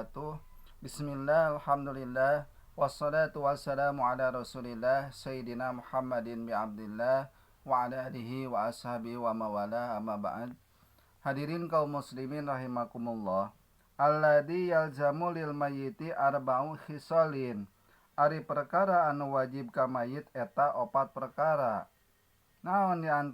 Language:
Sundanese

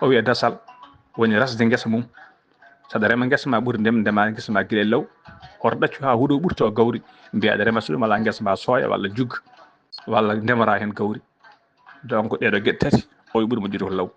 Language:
Fula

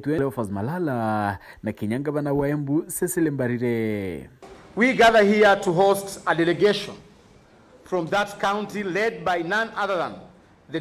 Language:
Meru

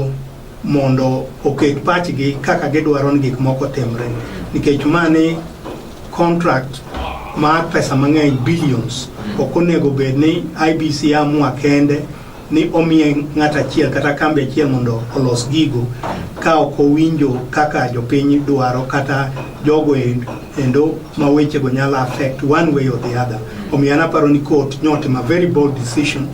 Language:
Luo (Kenya and Tanzania)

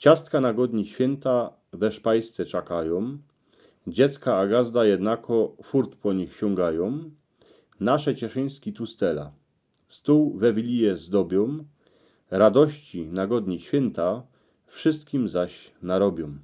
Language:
Silesian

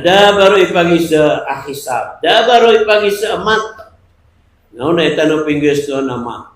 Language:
Maranao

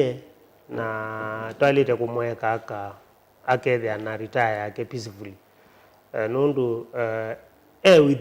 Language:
Kamba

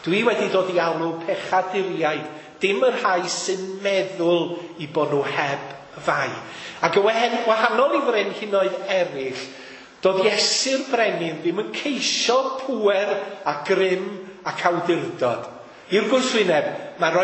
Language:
Welsh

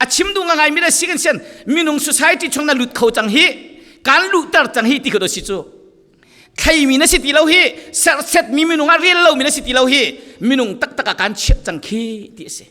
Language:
Falam Chin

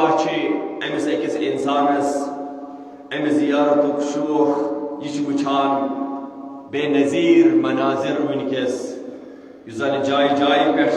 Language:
Kashmiri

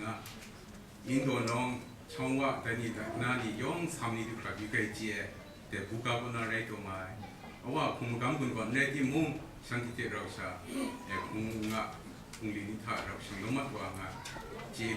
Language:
Kachin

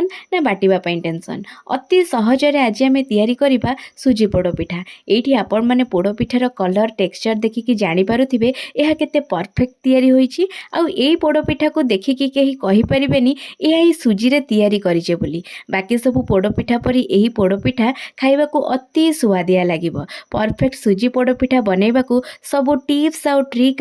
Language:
Odia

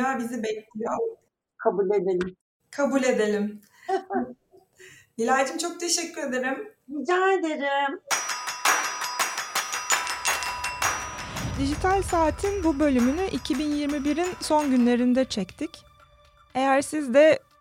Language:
Turkish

